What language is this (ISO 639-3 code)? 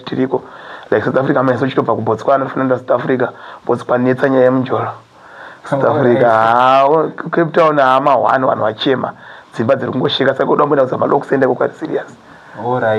sna